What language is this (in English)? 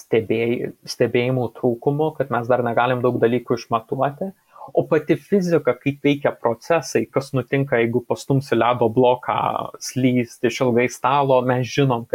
Lithuanian